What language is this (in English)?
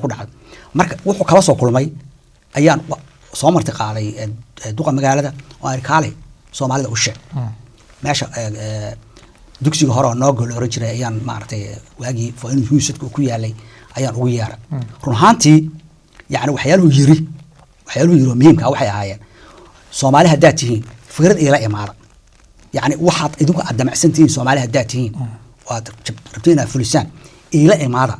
Somali